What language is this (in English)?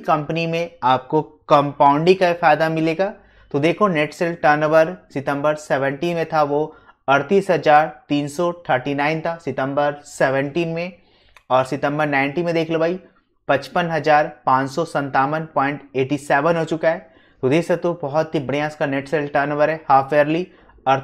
Hindi